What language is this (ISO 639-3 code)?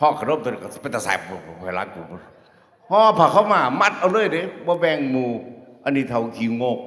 tts